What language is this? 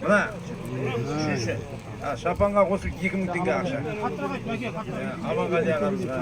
Kazakh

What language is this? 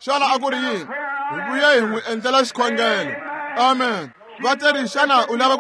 Tsonga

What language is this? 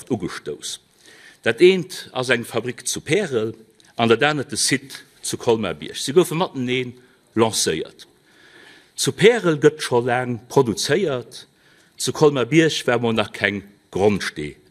Luxembourgish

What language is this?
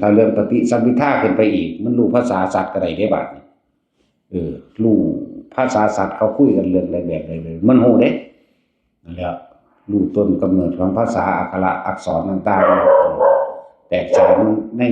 Northeastern Thai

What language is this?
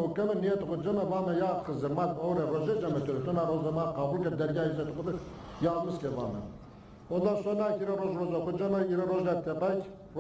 Zaza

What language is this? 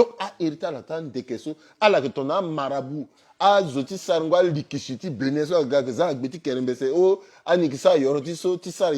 Sango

